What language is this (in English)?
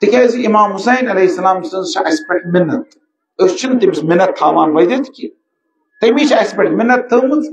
Kashmiri